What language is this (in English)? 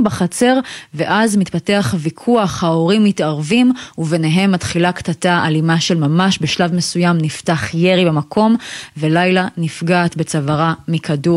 Hebrew